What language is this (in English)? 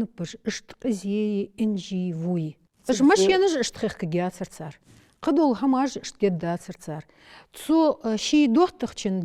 Ingush